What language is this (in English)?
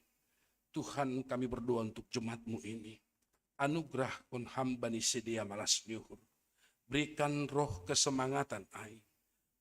Batak Simalungun